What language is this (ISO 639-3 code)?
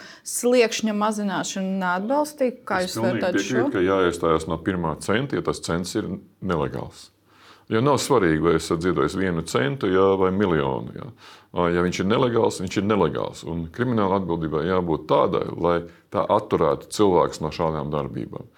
lav